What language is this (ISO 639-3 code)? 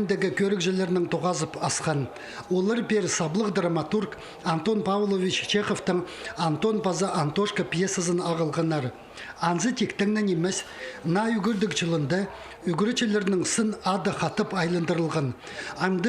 kjh